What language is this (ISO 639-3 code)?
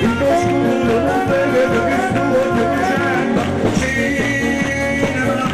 nap